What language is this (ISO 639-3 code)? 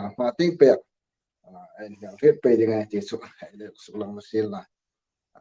hmr